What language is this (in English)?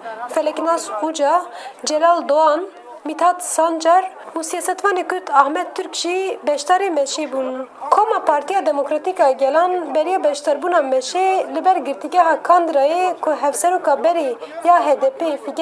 Kurdish